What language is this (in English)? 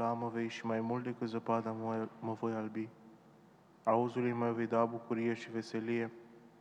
Romanian